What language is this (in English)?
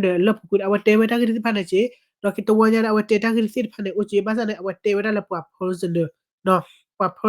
S'gaw Karen